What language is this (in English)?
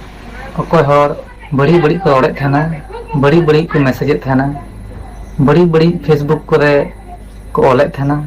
Santali